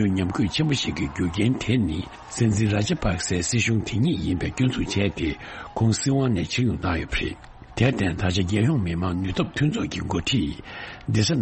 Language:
Tibetan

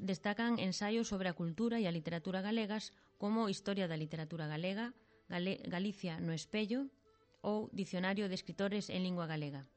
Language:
Galician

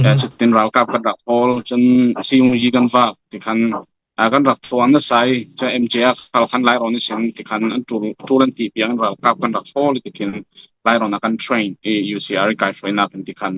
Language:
Falam Chin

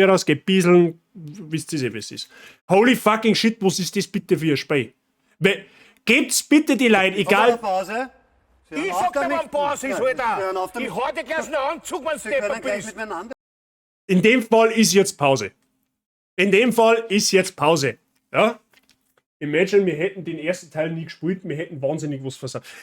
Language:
Bavarian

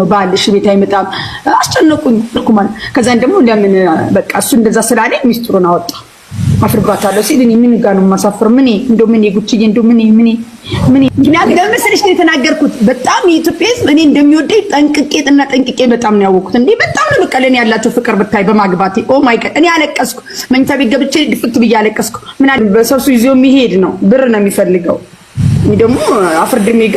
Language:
Amharic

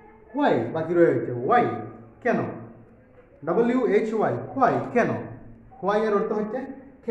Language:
Bangla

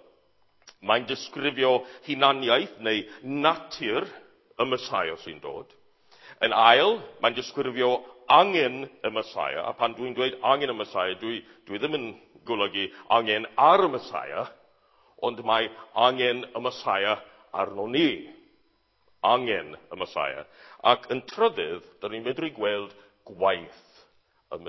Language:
Welsh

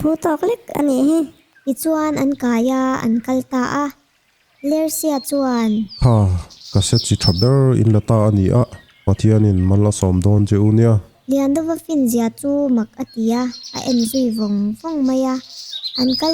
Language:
Mizo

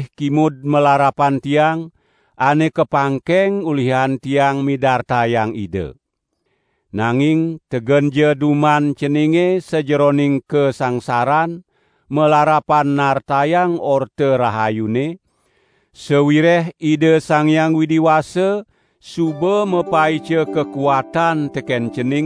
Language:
Balinese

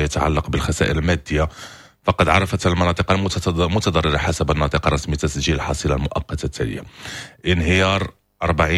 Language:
Moroccan Arabic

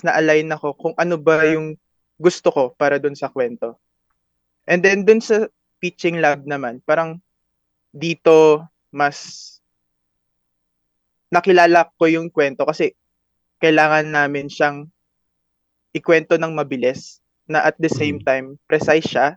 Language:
Filipino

